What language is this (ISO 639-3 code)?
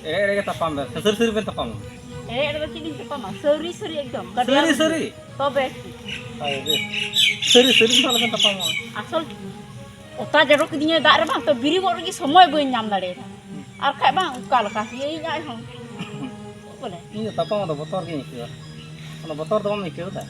sat